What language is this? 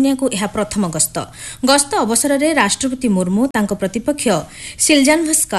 Odia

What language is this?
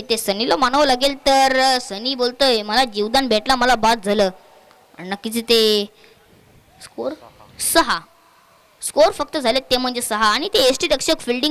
Marathi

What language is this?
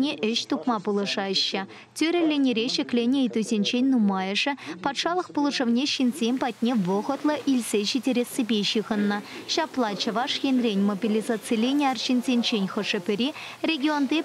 Chuvash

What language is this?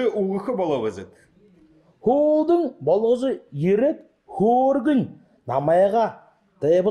Buriat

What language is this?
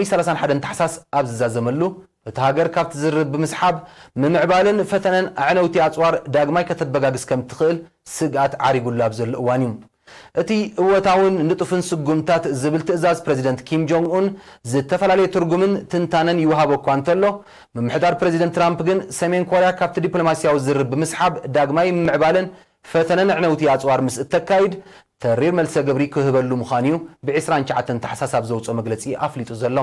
Tigrinya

